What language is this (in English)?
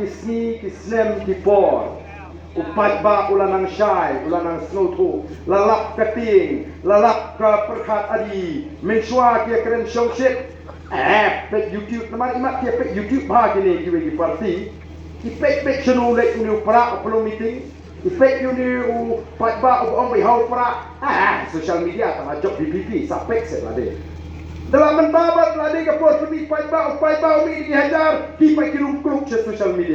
Khasi